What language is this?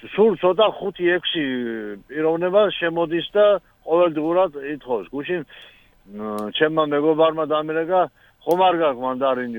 Georgian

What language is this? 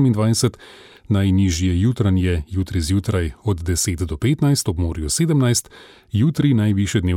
Slovenian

